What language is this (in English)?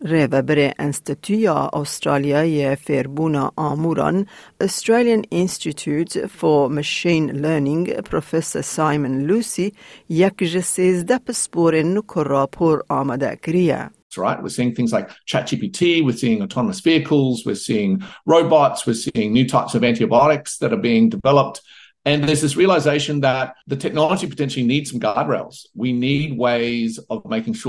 Kurdish